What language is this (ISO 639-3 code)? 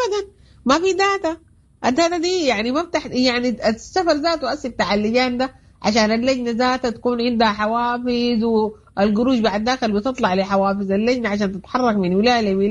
apd